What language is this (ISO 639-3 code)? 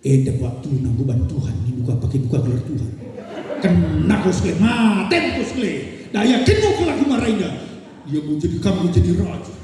btx